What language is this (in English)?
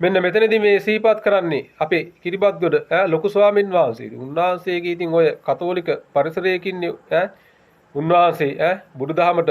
Sinhala